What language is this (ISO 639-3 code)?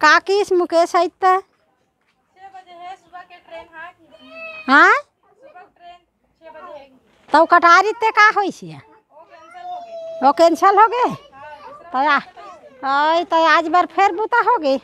hne